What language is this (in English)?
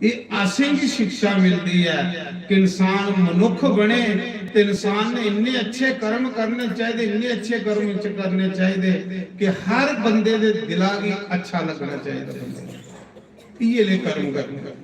Dogri